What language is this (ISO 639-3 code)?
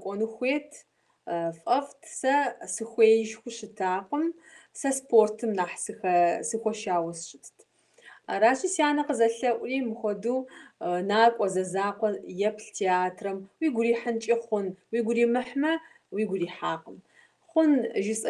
kbd